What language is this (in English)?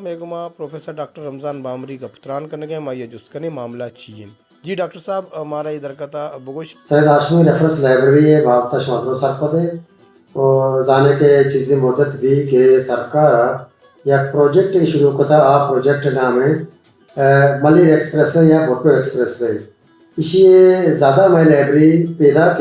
Baluchi